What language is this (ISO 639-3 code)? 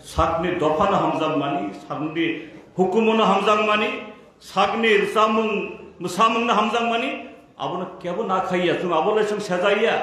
trp